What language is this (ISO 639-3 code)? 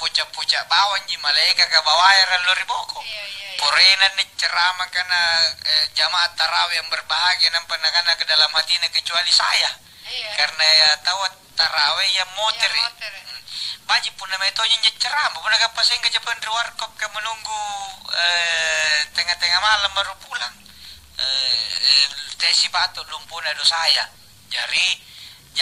mak